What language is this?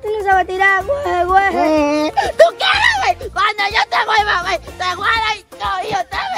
Spanish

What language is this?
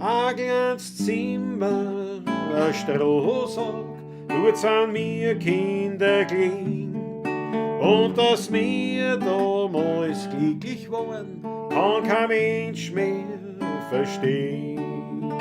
Bavarian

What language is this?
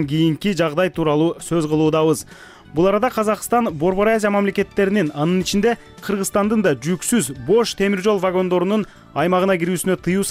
Kyrgyz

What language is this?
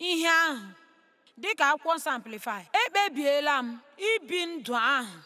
Igbo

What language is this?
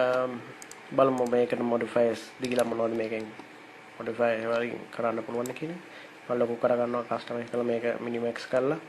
Sinhala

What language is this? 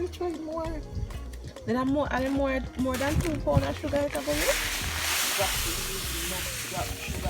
Jamaican Creole English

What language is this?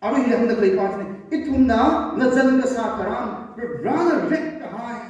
Tangkhul Naga (India)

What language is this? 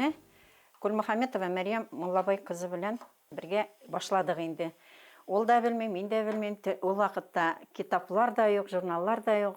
Bashkir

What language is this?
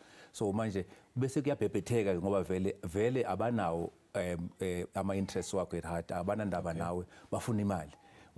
Zulu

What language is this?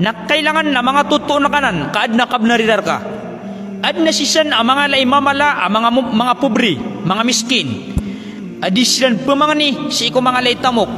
Maranao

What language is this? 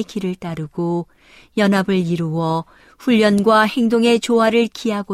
Korean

